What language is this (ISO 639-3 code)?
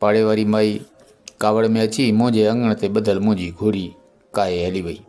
snd